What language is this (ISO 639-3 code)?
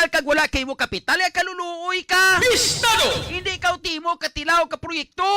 hil